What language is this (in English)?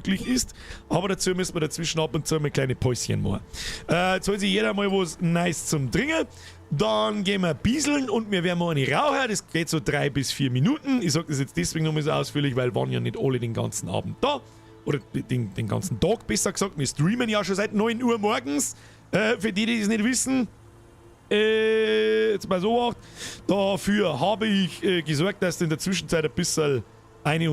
Bavarian